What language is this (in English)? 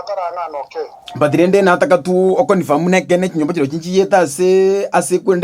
Gusii